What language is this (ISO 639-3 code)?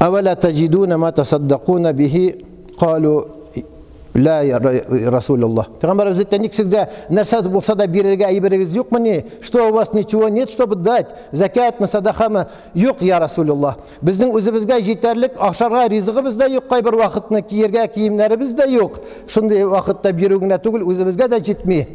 tat